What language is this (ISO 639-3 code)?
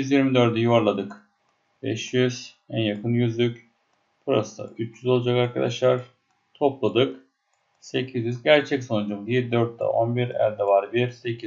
tur